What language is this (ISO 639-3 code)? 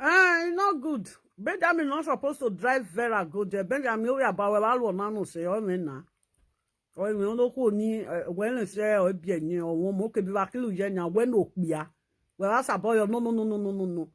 pcm